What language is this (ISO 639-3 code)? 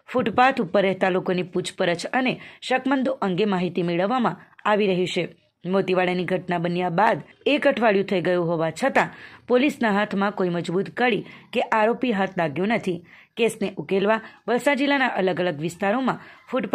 guj